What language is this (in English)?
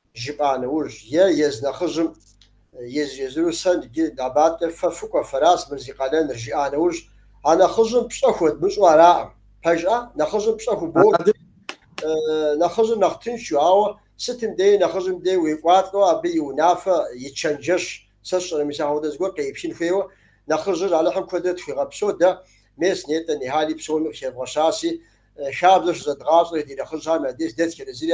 Kabardian